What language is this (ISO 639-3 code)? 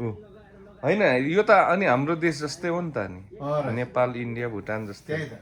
nep